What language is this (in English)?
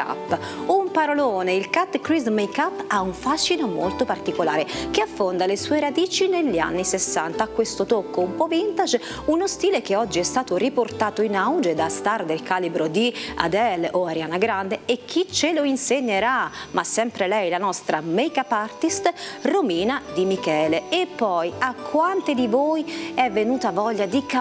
Italian